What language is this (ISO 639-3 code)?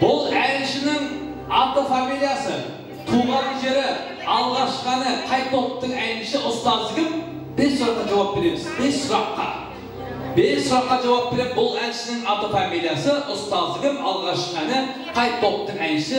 kaa